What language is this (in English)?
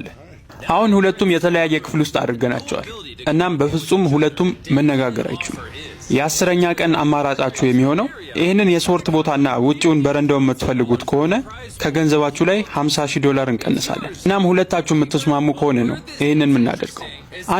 Amharic